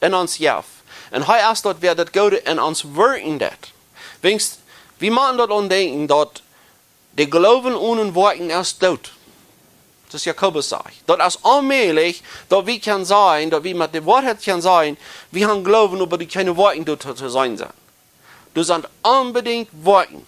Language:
Plautdietsch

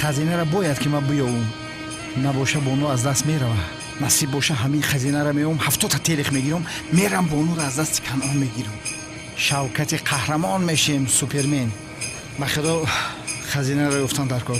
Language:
Tajik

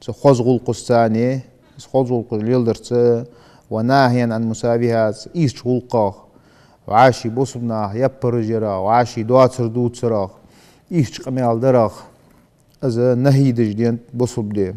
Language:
Ingush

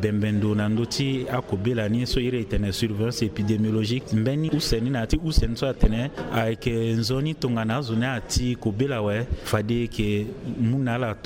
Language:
Sango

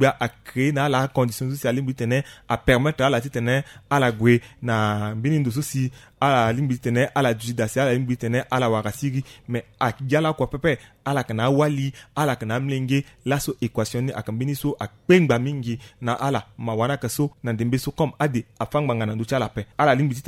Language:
Sango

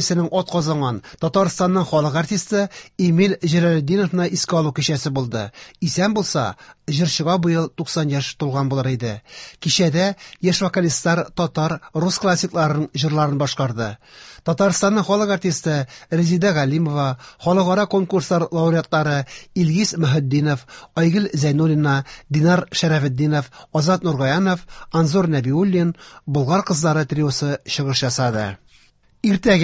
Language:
Tatar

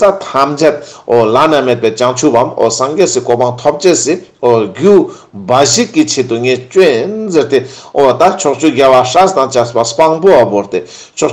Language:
Ladakhi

